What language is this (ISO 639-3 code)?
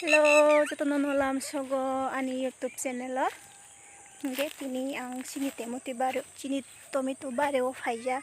trp